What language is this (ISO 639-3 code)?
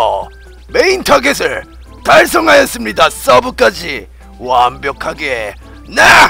kor